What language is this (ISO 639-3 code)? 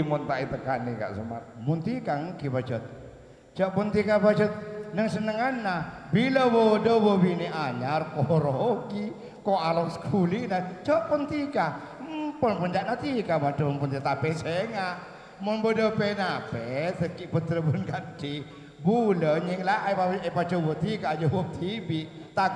mad